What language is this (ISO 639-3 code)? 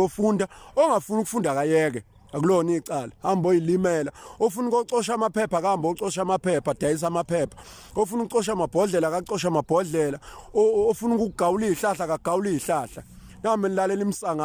zul